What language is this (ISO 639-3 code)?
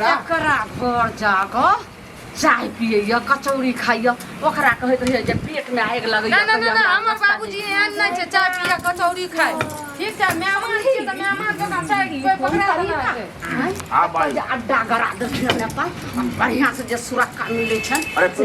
mai